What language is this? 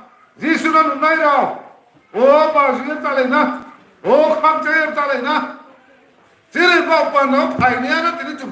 Riang (India)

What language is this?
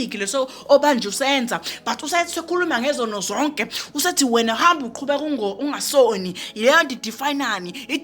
Zulu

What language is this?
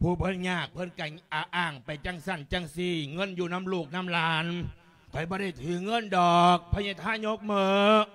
Lao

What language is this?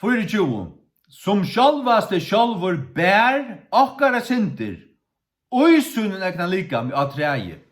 Faroese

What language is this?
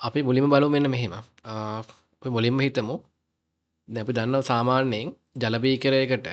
Sinhala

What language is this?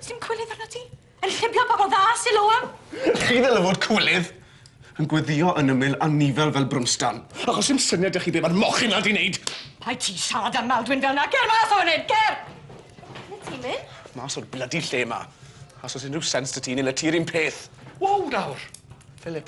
Welsh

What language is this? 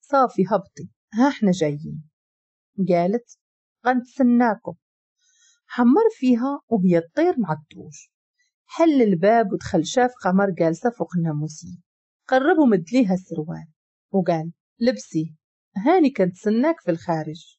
Moroccan Arabic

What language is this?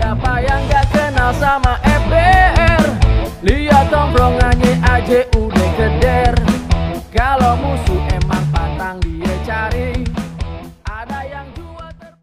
Betawi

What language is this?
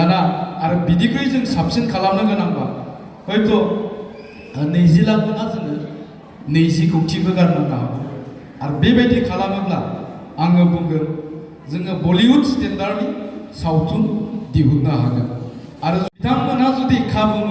Bodo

